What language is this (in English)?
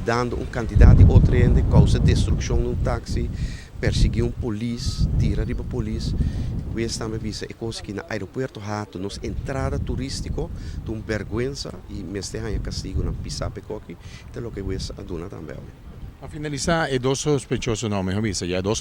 Papiamento